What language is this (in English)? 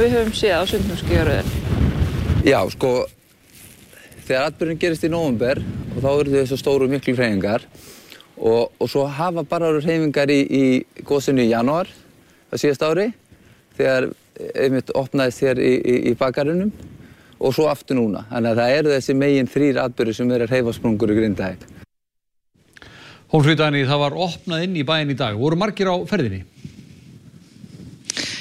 Icelandic